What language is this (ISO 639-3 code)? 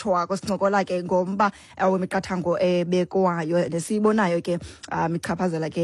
xho